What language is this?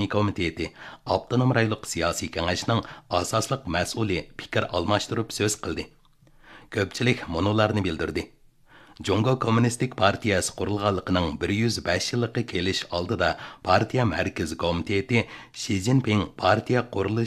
Uyghur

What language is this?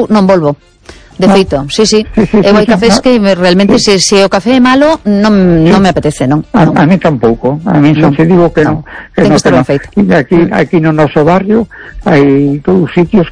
Galician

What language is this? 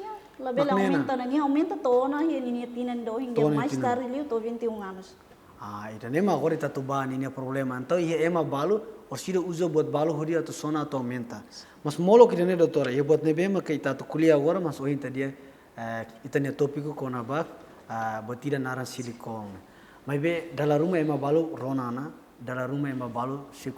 Tetum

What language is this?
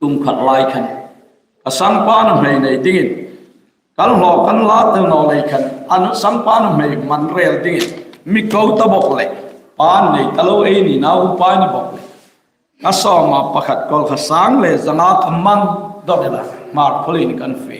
Hmar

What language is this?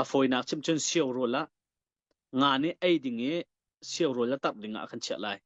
Hakha Chin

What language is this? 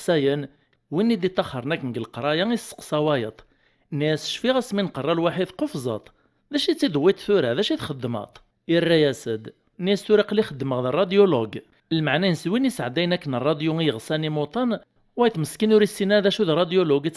Kabyle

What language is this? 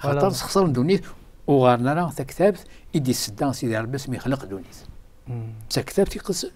Kabyle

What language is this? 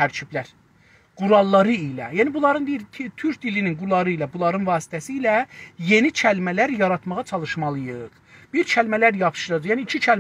South Azerbaijani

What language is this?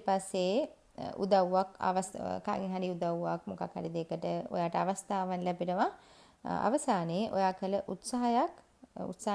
Sinhala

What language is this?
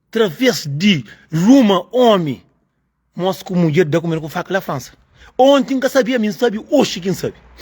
Kabuverdianu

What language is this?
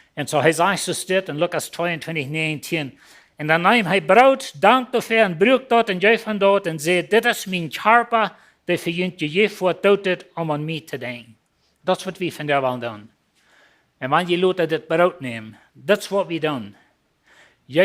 Plautdietsch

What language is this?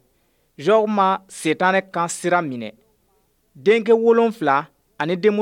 Bambara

